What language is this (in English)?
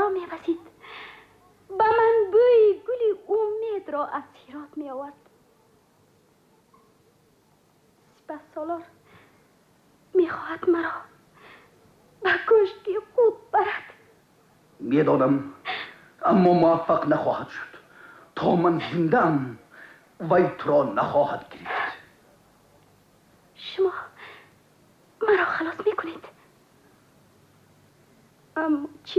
Tajik